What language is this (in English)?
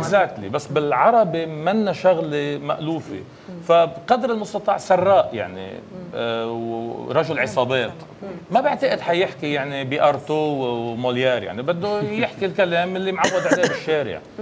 North Levantine Arabic